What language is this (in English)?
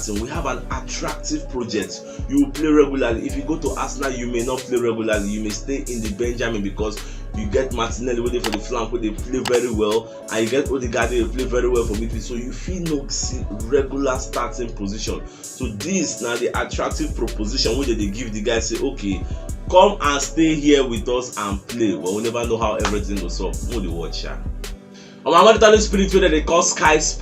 Nigerian Pidgin